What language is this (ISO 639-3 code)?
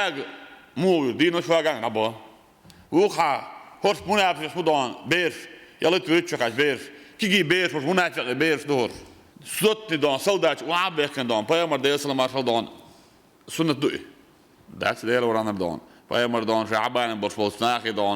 che